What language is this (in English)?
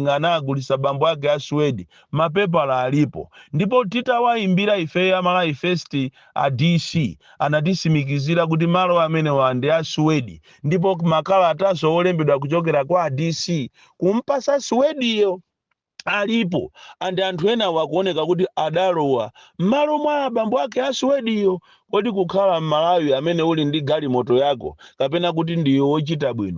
Nyanja